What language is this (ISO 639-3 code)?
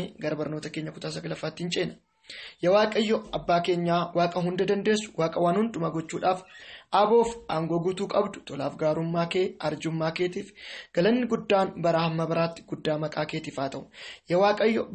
orm